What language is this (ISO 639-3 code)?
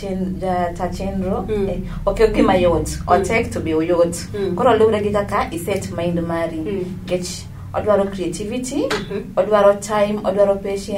luo